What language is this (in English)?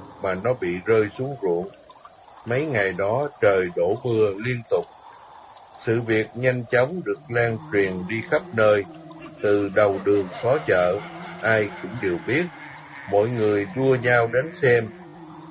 Vietnamese